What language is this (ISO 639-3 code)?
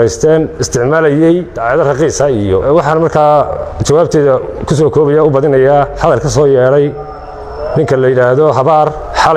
som